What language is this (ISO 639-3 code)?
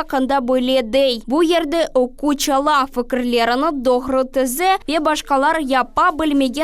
crh